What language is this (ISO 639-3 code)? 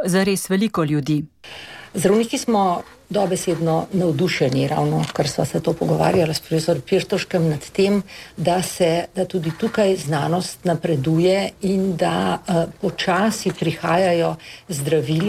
slv